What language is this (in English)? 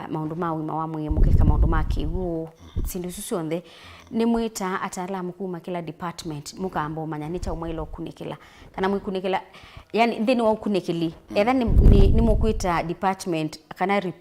Kamba